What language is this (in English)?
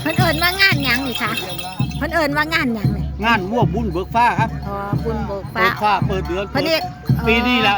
Northeastern Thai